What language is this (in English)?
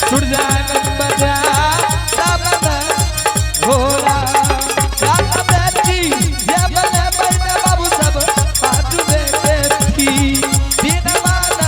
Angika